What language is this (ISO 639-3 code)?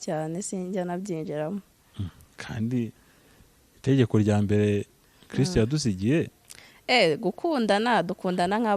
kin